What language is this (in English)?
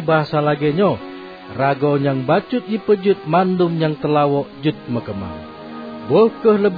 Achinese